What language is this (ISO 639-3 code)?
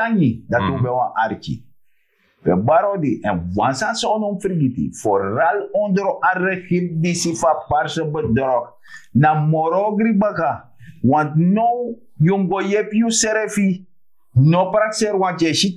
srn